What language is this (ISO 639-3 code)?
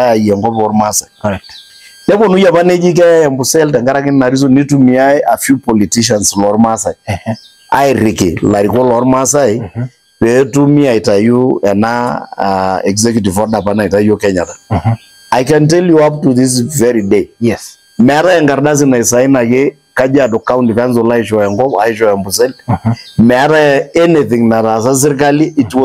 mas